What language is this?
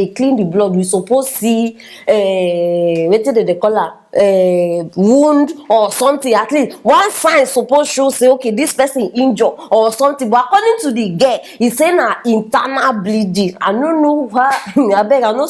Nigerian Pidgin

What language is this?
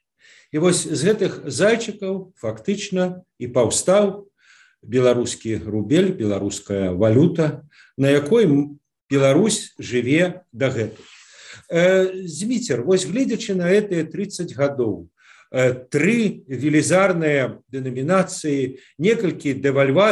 Belarusian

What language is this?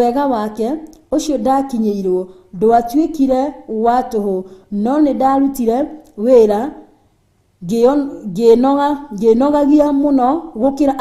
Kikuyu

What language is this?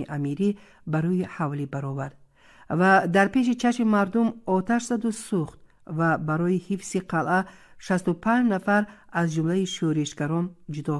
Tajik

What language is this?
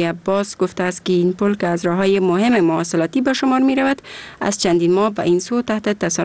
Persian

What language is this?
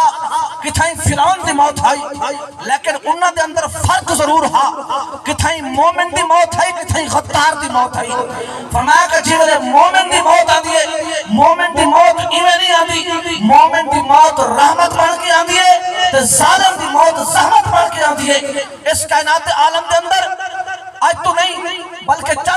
Saraiki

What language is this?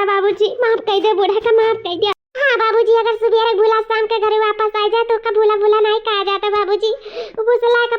Awadhi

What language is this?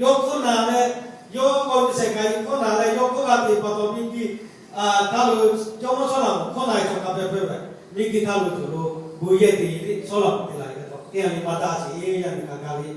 Lahu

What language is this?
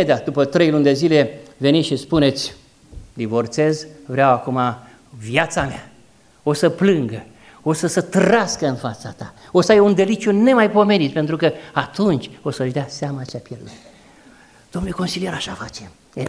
Romanian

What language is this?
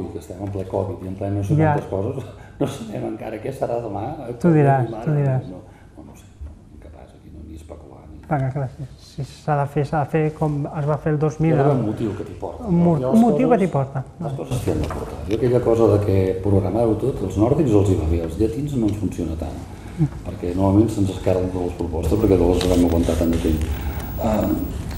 Catalan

